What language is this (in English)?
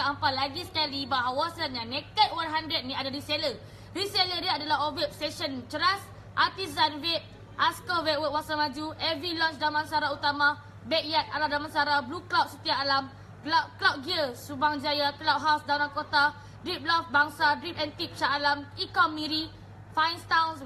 Malay